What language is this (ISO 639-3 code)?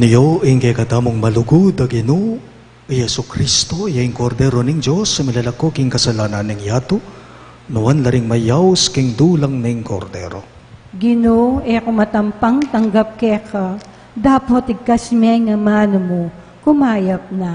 pam